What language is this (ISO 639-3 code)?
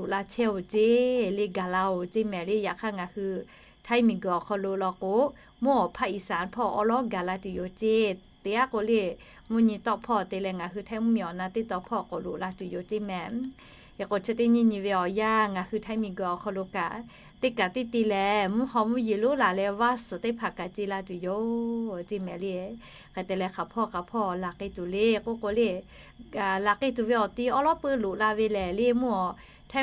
lhu